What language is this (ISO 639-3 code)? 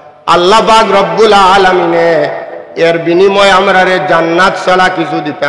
syl